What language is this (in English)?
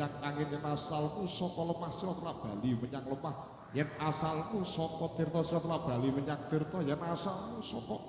Javanese